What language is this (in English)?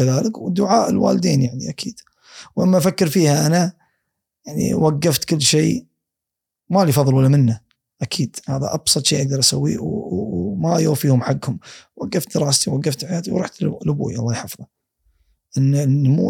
Gulf Arabic